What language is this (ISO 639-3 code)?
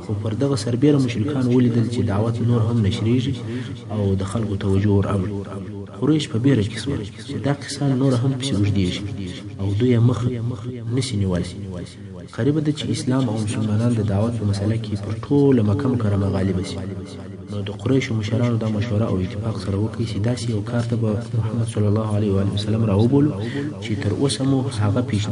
pus